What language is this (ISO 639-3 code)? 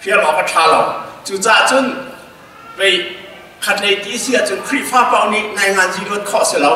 cnh